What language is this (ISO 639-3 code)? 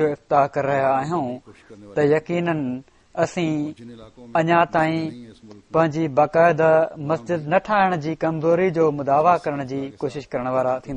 snd